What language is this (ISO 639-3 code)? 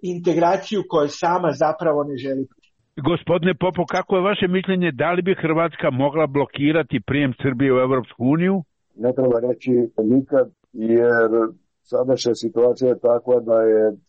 hrv